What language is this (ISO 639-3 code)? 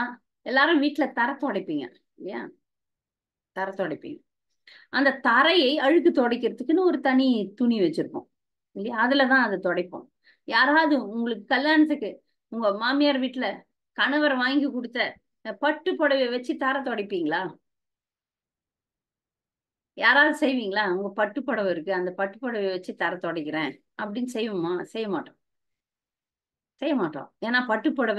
tam